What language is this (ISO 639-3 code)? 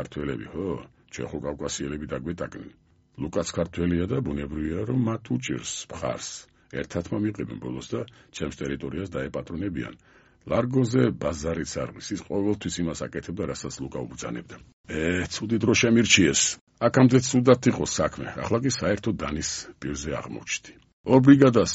kat